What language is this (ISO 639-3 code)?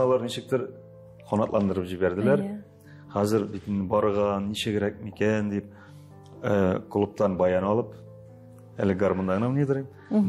tat